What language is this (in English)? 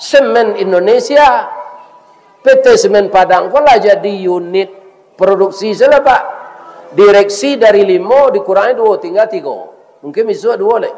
Minangkabau